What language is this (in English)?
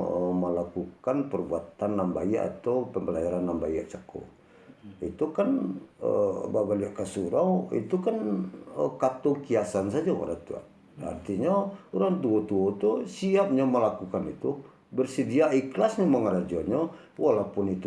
Minangkabau